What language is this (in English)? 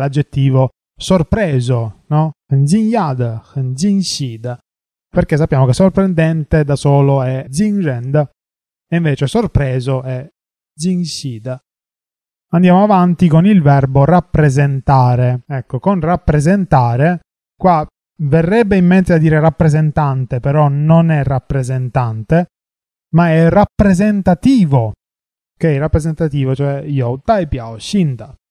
Italian